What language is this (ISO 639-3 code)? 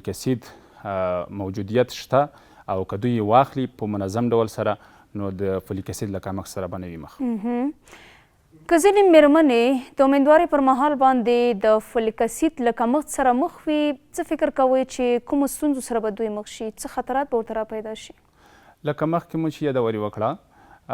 pus